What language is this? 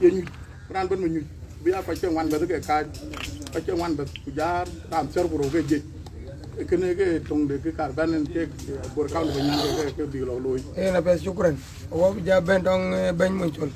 Dinka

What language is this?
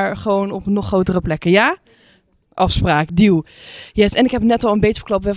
Dutch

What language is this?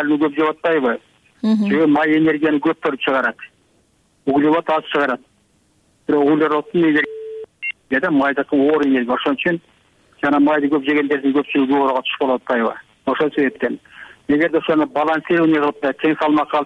Kyrgyz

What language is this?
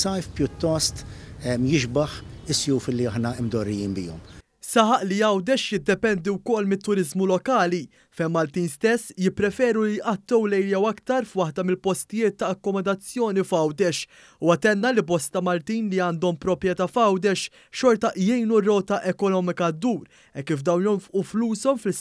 Maltese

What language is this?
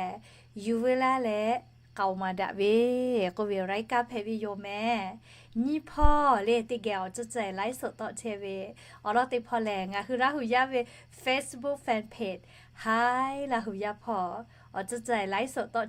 Lahu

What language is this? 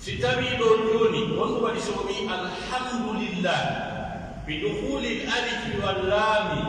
Pular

